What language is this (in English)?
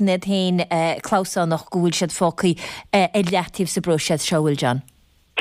Irish